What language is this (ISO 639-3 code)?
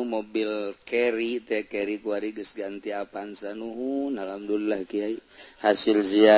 sun